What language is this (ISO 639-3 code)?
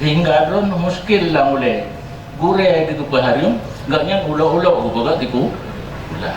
ace